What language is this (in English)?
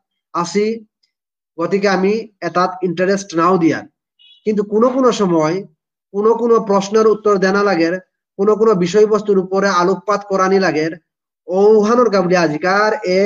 Bishnupriya